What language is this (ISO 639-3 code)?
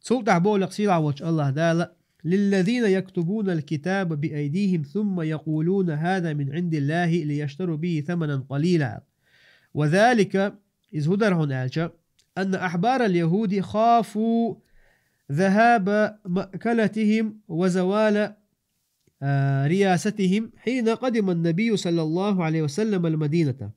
che